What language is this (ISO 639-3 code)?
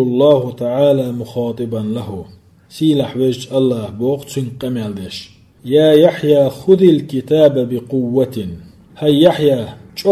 che